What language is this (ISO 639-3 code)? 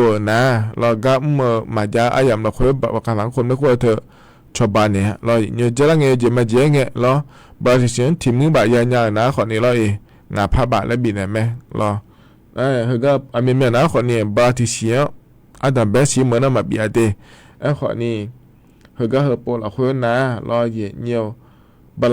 ahk